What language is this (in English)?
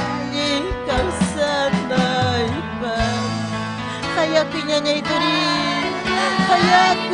Ayacucho Quechua